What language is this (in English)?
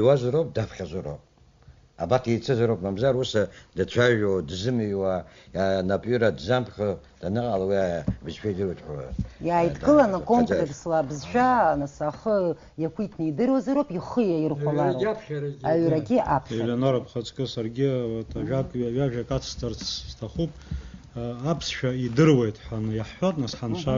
Abkhazian